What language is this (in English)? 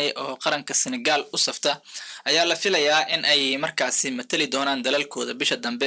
Somali